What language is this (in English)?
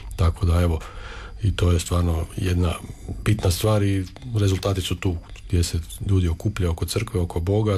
Croatian